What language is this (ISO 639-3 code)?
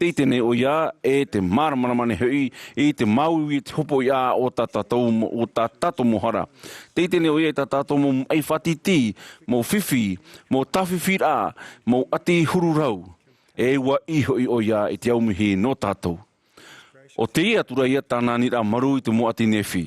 tah